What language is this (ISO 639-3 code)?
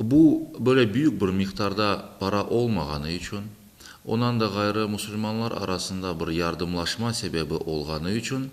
crh